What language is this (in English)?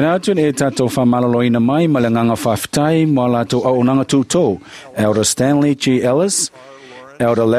Samoan